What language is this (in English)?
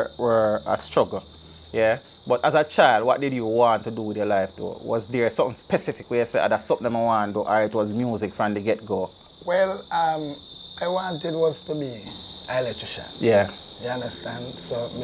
Jamaican Creole English